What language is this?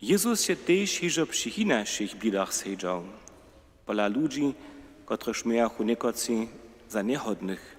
Upper Sorbian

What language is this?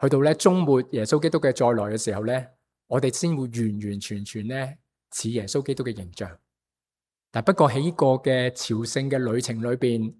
Cantonese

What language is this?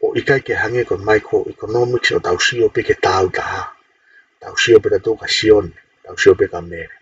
Tongan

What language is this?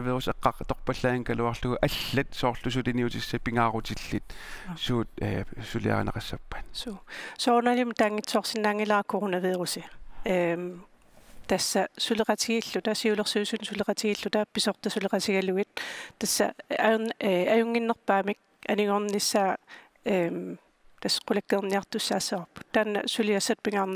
Kalaallisut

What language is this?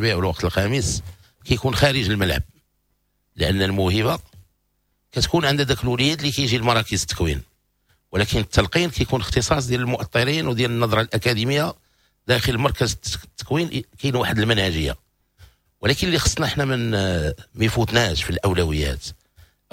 Moroccan Arabic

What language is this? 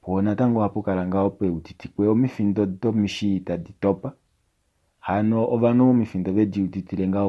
Kuanyama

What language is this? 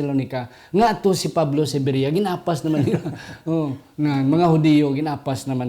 Hiligaynon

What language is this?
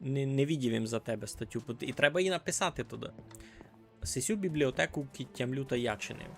Rusyn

